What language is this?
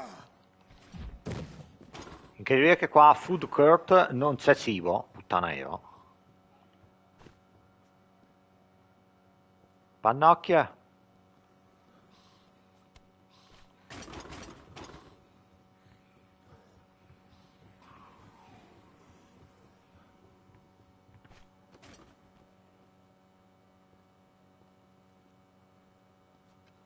Italian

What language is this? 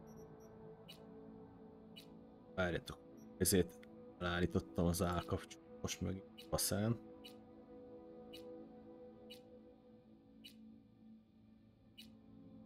Hungarian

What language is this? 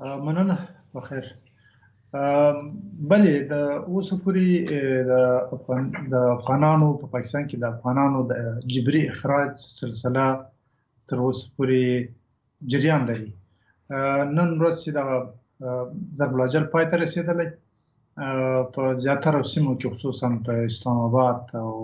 Pashto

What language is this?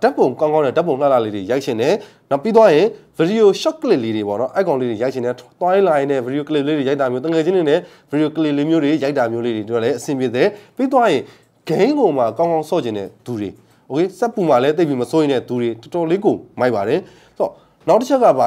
Burmese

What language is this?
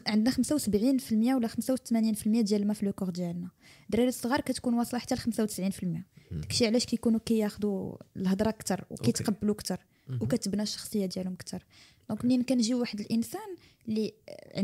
Moroccan Arabic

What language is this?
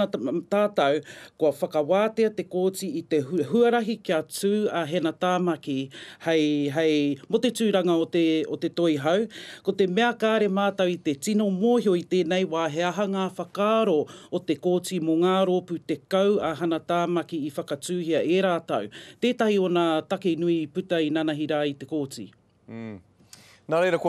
Māori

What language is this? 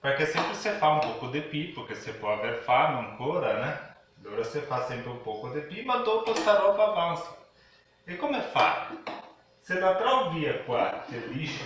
Venetian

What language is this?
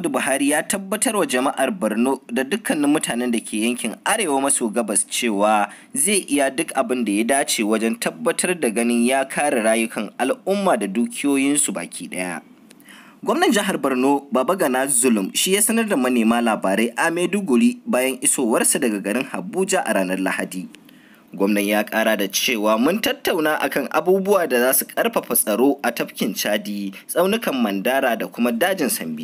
Hausa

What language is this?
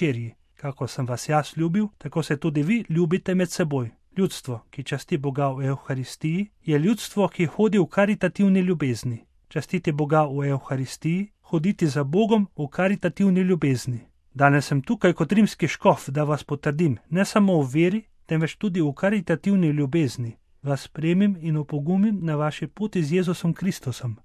Slovenian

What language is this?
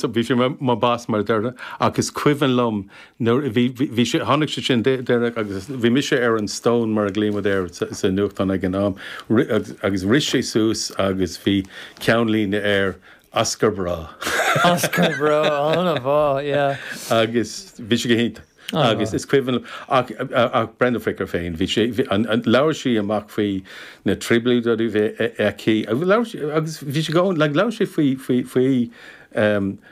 Irish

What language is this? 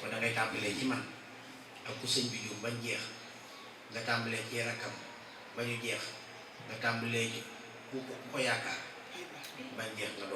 Wolof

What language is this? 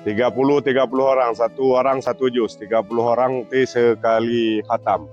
Achinese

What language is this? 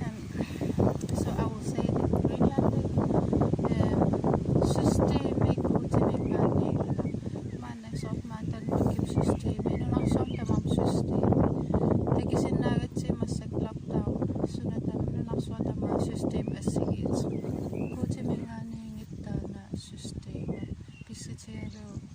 Kalaallisut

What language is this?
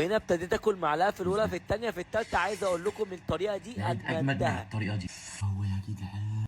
Egyptian Arabic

